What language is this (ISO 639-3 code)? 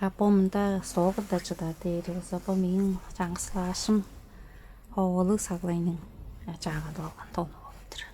tyv